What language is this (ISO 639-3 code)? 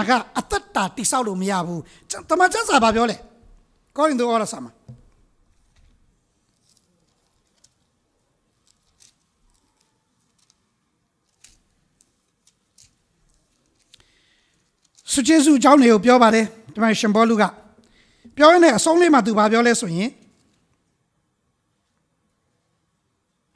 mya